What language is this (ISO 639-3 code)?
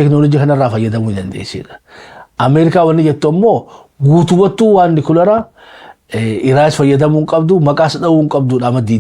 orm